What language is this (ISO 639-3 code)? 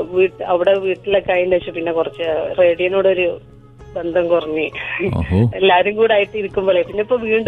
mal